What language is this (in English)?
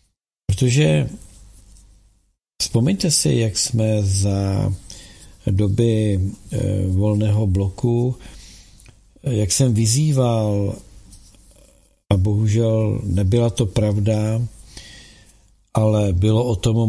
Czech